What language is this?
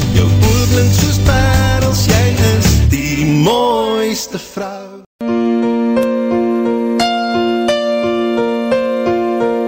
Afrikaans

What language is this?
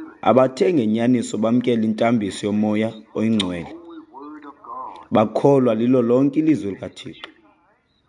Xhosa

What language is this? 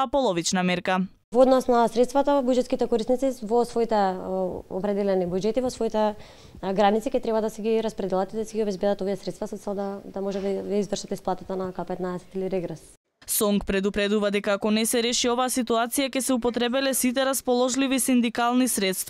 Macedonian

